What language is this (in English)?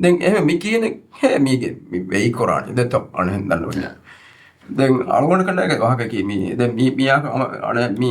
Divehi